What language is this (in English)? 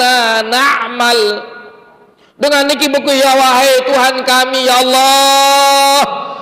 Sasak